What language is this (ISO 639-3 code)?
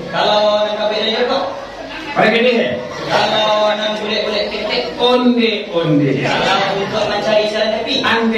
min